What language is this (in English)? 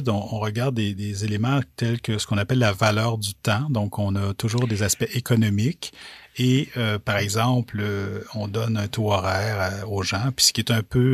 French